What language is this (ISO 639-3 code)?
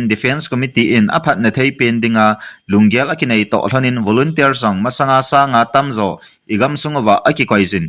tcz